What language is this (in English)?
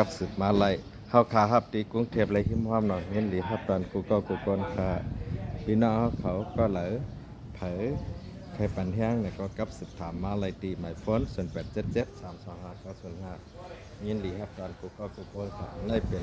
Shan